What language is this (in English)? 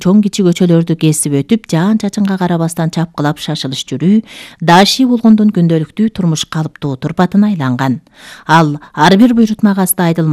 Kyrgyz